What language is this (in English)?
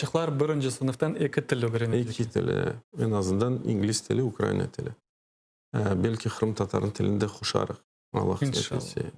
Crimean Tatar